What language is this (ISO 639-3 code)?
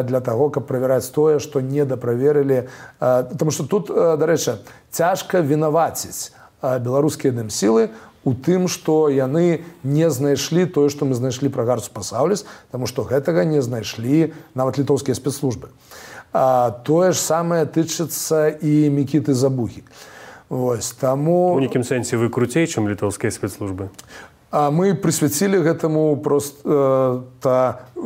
bel